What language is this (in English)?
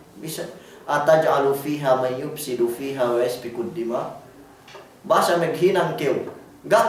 Yakan